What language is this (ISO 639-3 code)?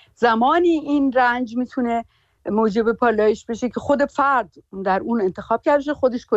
fas